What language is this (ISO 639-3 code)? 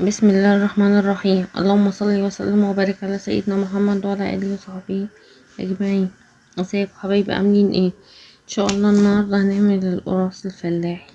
arz